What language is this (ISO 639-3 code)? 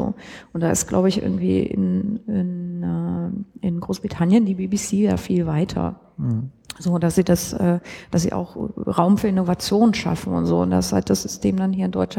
deu